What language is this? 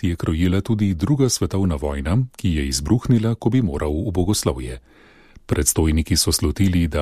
Slovenian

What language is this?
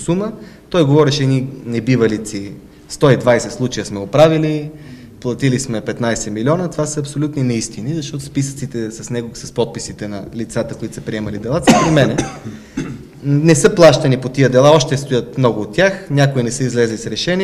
Bulgarian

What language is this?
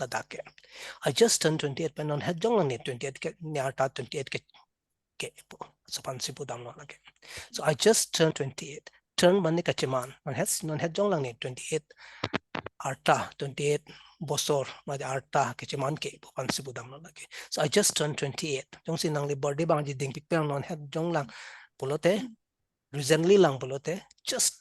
Karbi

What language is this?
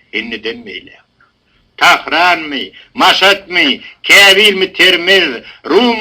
Turkmen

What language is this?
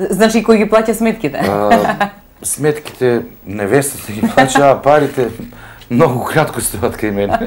Macedonian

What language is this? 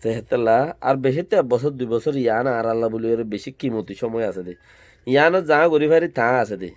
Rohingya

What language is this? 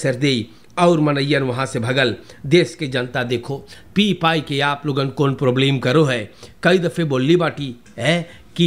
Caribbean Hindustani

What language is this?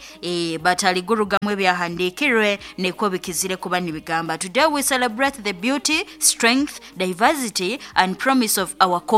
Nyankole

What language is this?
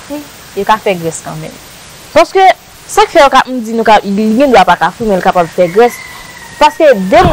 Haitian Creole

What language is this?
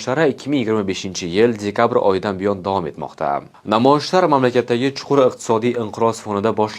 Uzbek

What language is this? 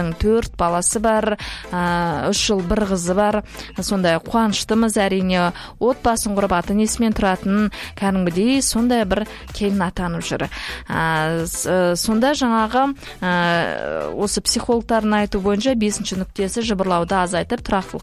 Kazakh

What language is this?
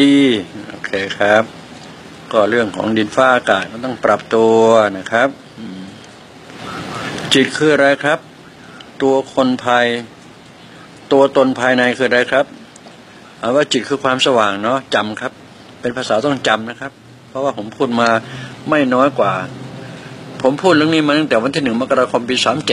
Thai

